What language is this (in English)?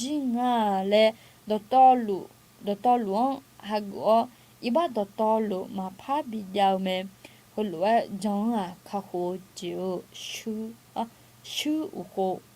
Akha